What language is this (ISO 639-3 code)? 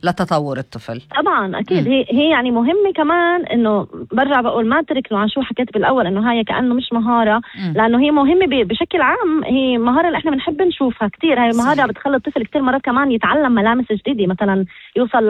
apc